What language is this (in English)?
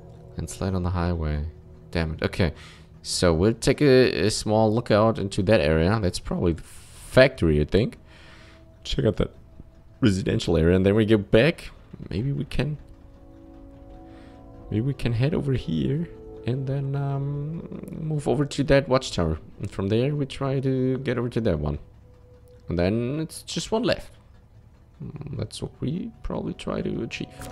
English